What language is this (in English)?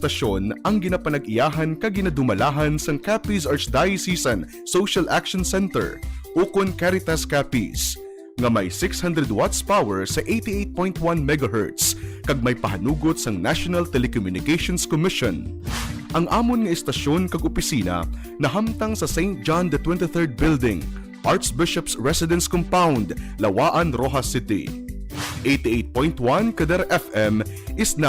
Hiligaynon